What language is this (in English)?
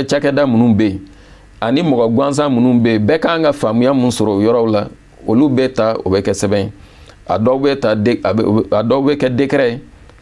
Bambara